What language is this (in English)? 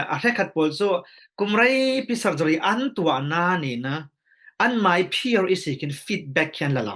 Falam Chin